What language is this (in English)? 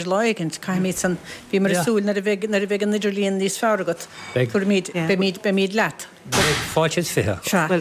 Irish